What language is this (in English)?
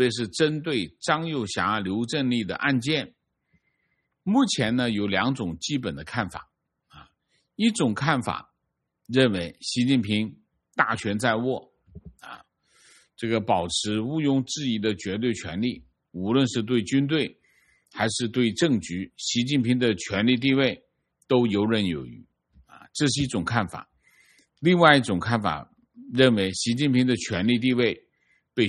Chinese